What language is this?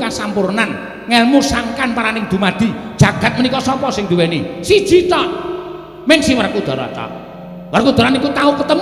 Javanese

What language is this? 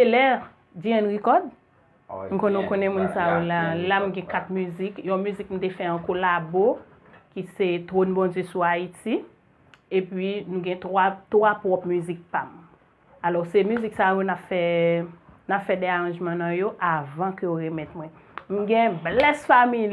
Haitian Creole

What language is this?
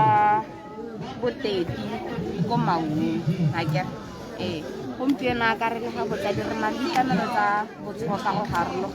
Tswana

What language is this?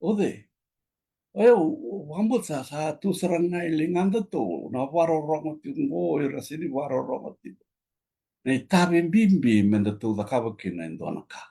Fijian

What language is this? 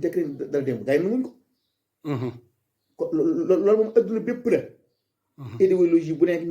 Wolof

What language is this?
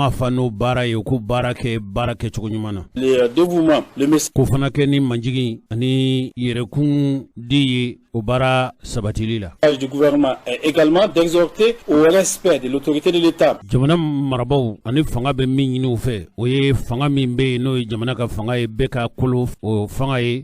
Bambara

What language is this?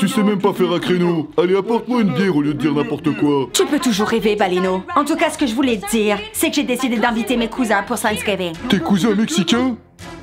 French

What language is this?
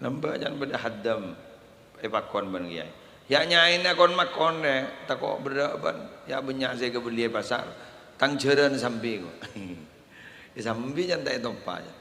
Madurese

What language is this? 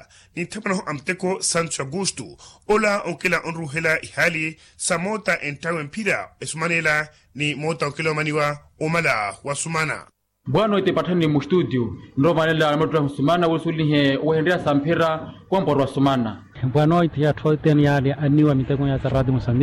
Makhuwa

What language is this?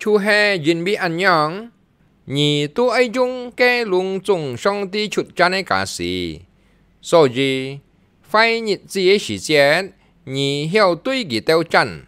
Hakka Chinese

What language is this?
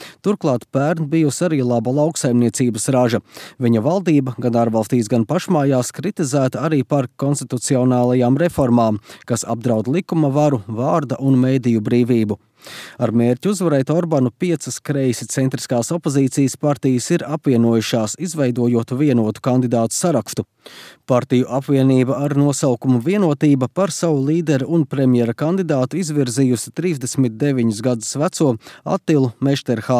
Latvian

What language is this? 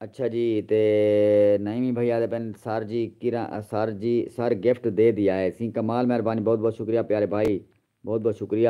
Saraiki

